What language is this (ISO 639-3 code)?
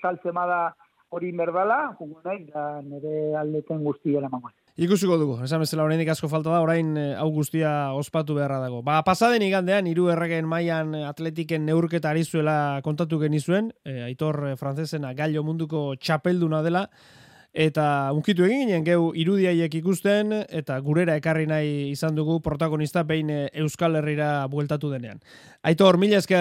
eus